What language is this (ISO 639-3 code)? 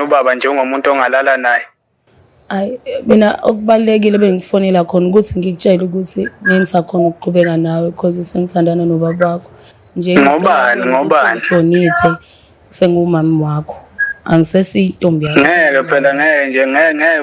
zul